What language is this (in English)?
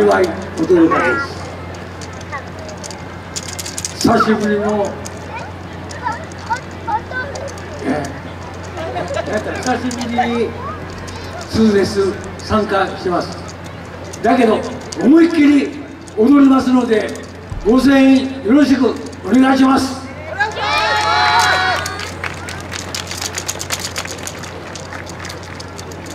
Japanese